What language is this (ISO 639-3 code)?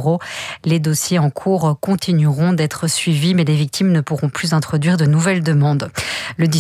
fra